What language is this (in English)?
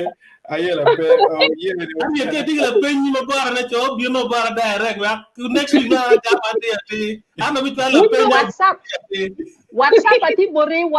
Acoli